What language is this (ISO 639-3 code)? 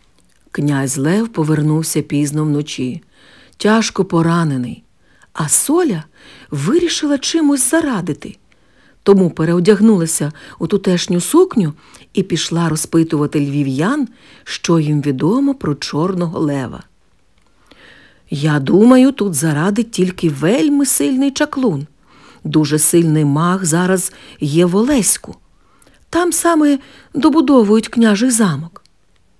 ukr